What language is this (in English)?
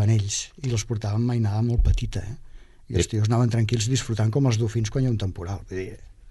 Catalan